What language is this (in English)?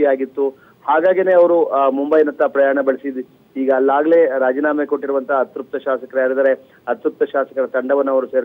Kannada